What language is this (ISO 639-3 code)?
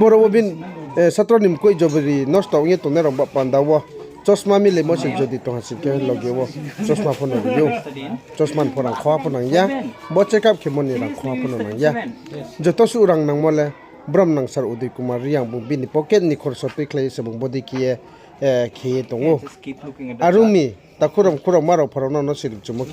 ria